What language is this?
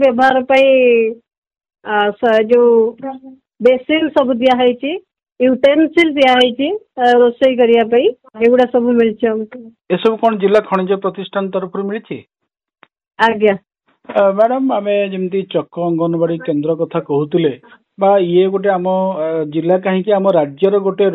Odia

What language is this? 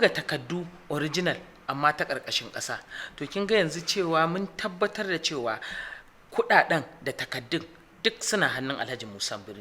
Hausa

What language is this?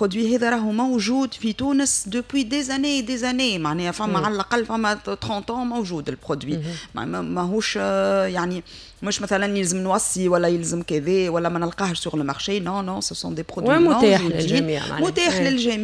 Tunisian Arabic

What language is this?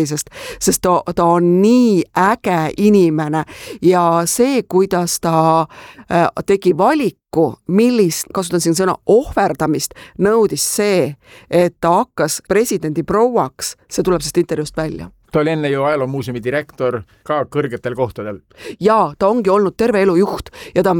Estonian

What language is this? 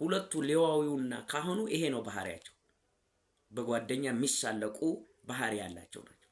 Amharic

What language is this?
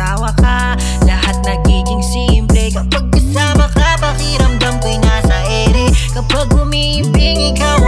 Filipino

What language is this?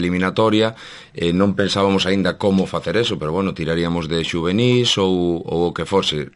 Galician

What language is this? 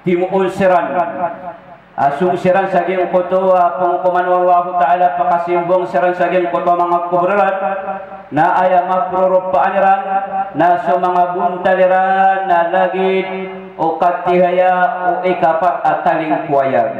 Maranao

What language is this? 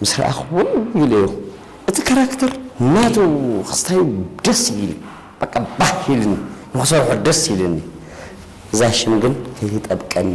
Tigrinya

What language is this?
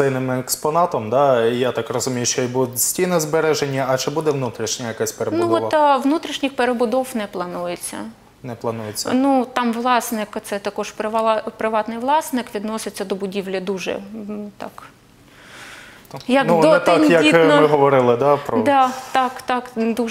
Ukrainian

